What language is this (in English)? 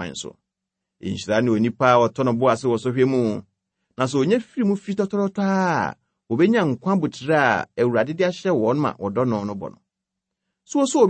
Akan